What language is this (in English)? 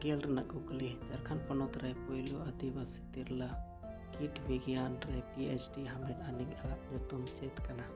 Santali